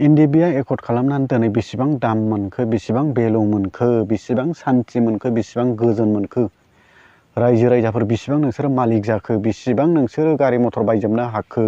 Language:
Bodo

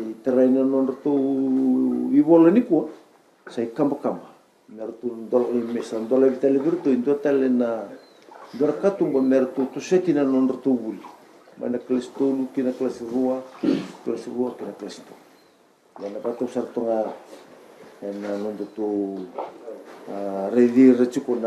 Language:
Fijian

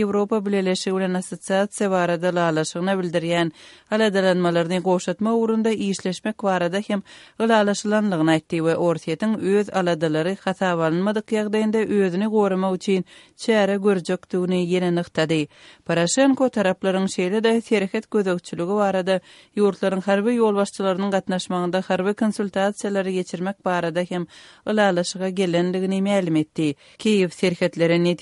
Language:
Kyrgyz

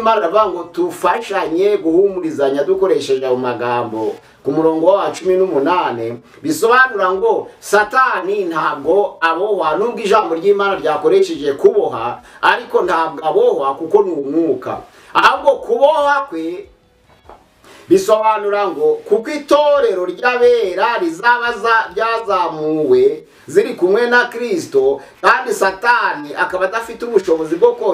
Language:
Kinyarwanda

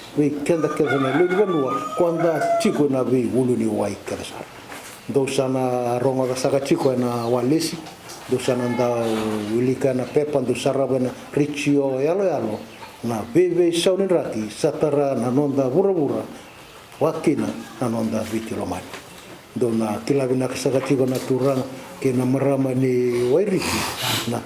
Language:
Fijian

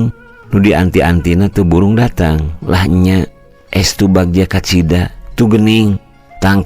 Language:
Sundanese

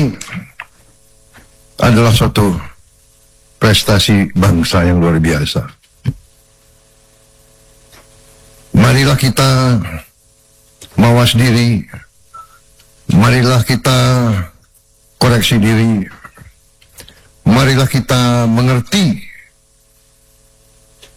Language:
Indonesian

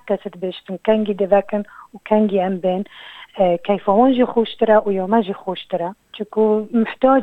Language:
Kurdish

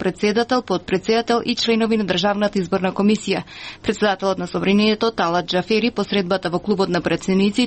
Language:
Macedonian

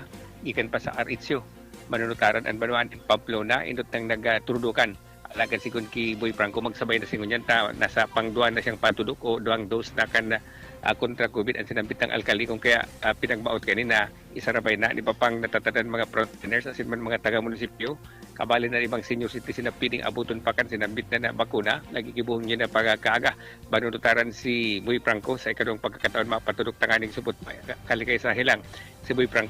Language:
Bikol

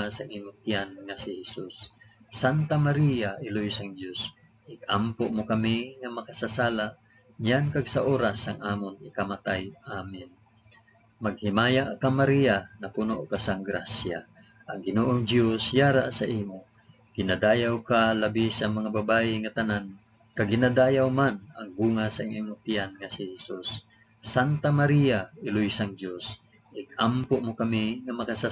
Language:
Hiligaynon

